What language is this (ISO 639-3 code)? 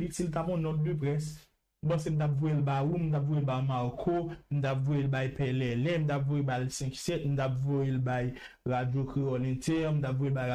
hat